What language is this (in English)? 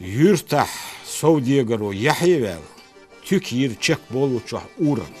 Chechen